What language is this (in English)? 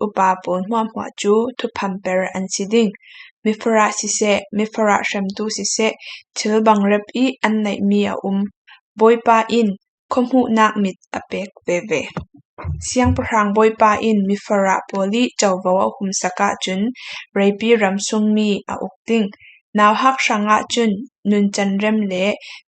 Falam Chin